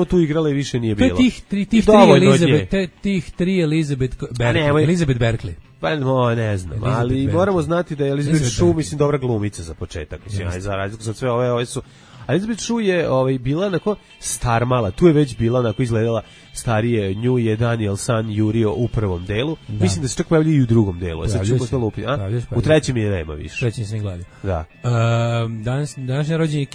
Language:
Serbian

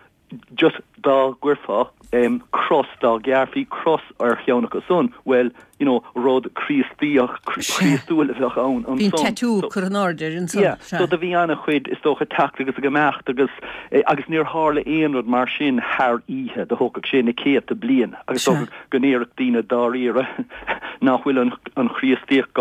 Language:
Irish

